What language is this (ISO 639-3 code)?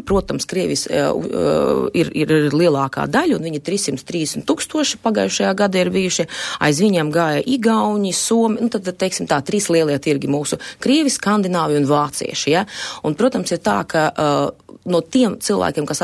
lav